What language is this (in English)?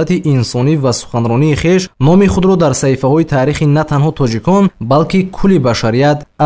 Tajik